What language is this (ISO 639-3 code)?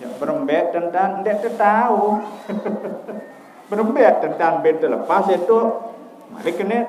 sas